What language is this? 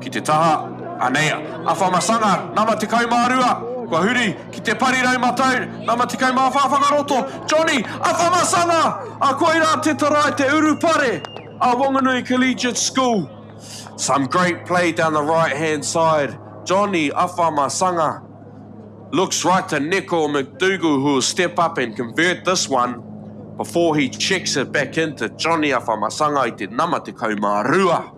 Māori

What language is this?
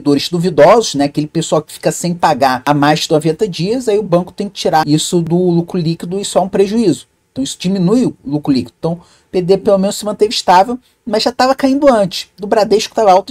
Portuguese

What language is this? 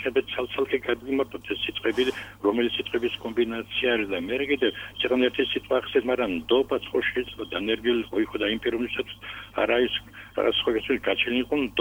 Georgian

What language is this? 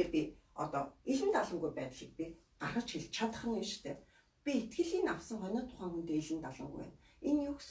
Mongolian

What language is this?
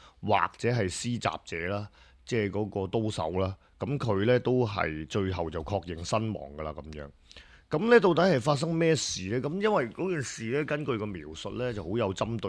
Cantonese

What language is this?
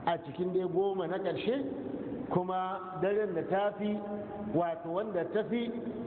Hausa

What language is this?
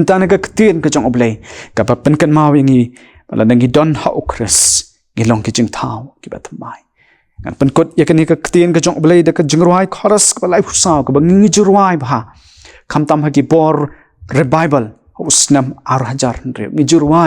Khasi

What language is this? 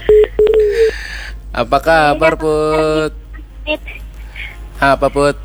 Banjar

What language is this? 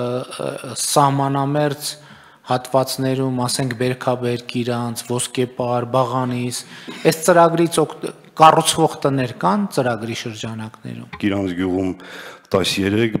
Armenian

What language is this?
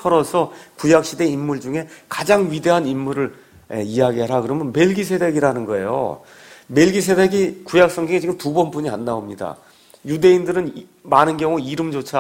Korean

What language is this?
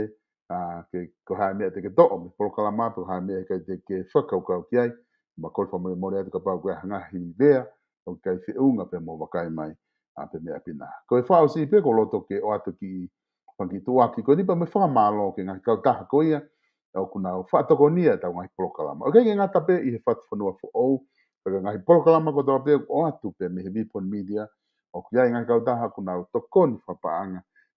Tongan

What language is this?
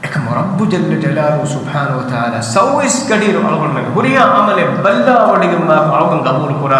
Divehi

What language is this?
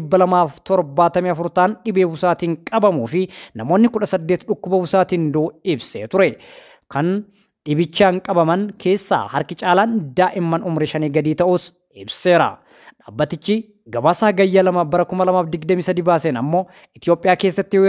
Oromo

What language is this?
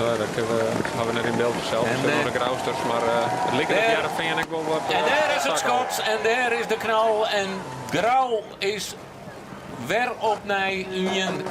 Western Frisian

